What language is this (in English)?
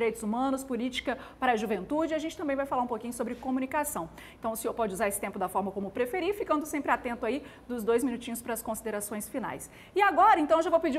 Portuguese